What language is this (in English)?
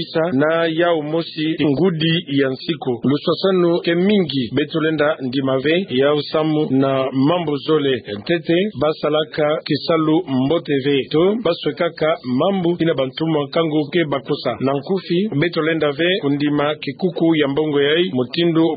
Kituba (Democratic Republic of Congo)